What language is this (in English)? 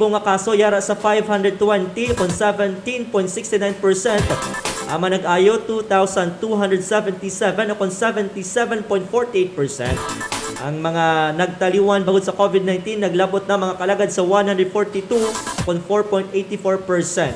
Hiligaynon